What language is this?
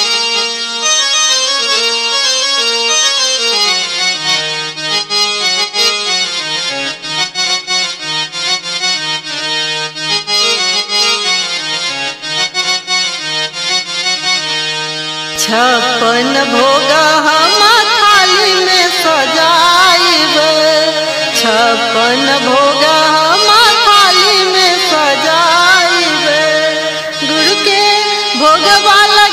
Bhojpuri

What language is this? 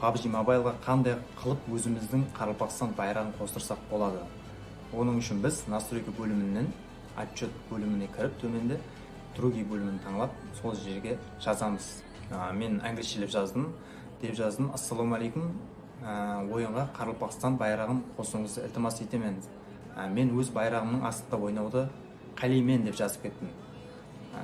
Kara-Kalpak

